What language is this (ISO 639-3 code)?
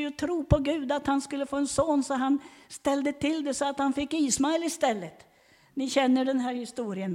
swe